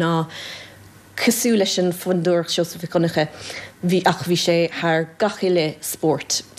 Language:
Irish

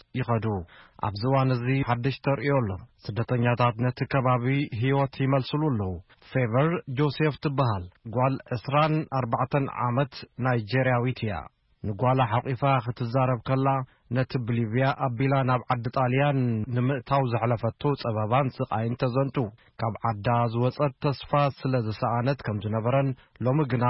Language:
Tigrinya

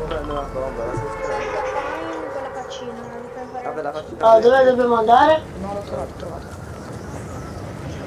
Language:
Italian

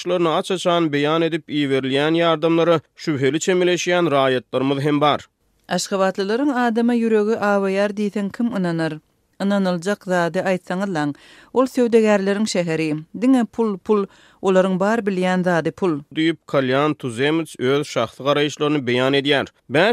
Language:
Turkmen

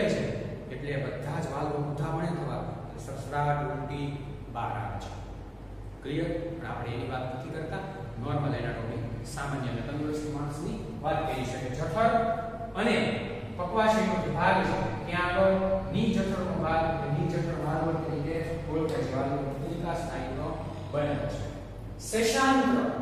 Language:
Gujarati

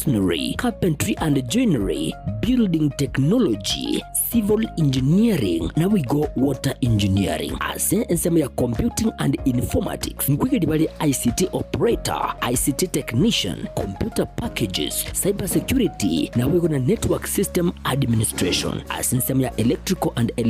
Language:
Gusii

